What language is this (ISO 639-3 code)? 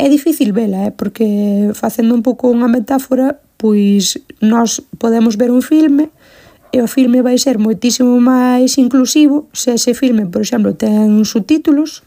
glg